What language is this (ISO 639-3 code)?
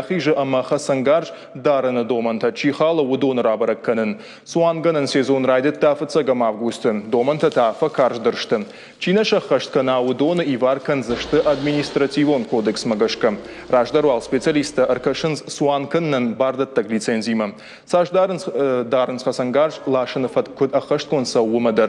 oss